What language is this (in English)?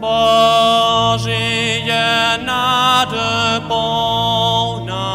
Upper Sorbian